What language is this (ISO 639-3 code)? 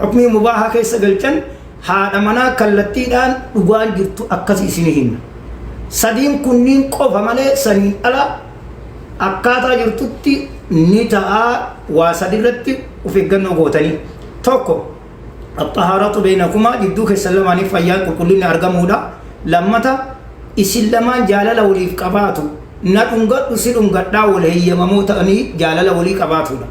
orm